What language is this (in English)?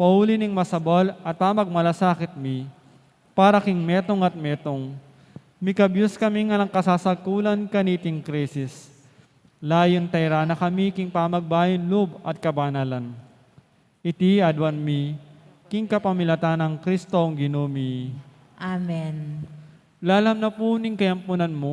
Pampanga